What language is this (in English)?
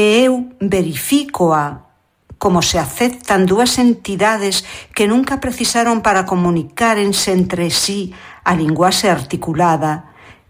Galician